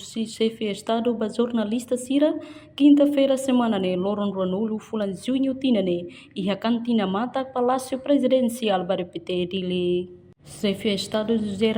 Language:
Tetum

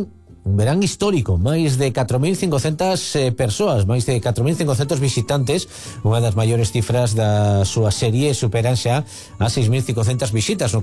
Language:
Galician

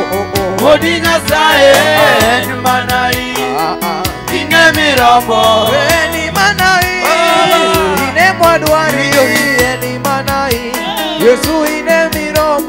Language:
Luo (Kenya and Tanzania)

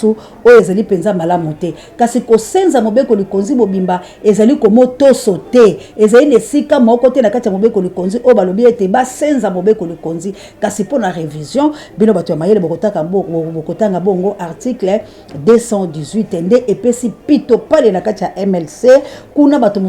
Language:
Lingala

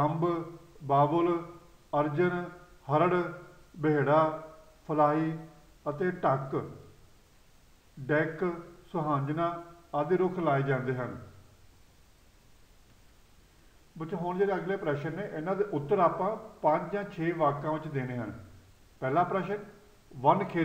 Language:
Punjabi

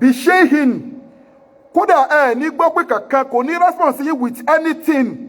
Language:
Yoruba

